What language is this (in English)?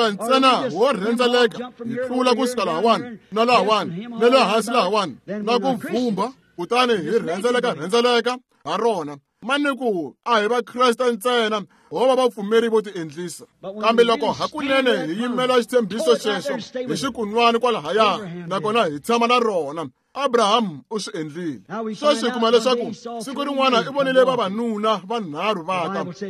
Tsonga